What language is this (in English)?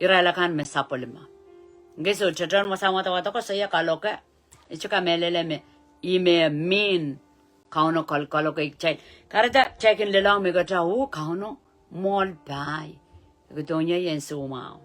Pohnpeian